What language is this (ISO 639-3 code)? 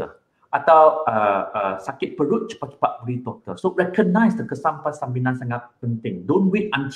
msa